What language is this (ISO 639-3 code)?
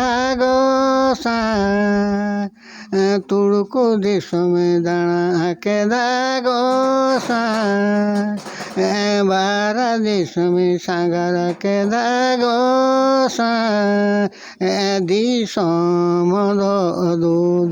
sat